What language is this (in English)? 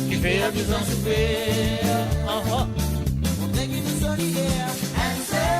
Morisyen